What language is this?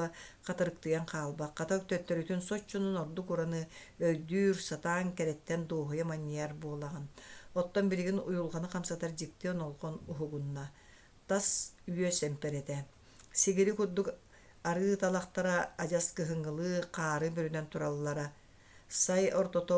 Yakut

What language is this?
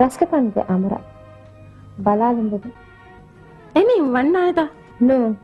Divehi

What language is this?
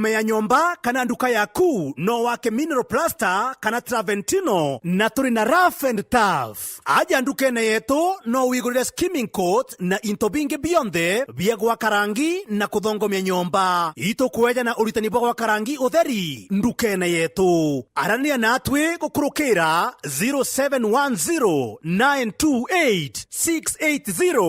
Meru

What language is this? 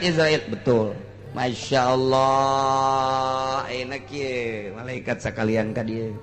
Sundanese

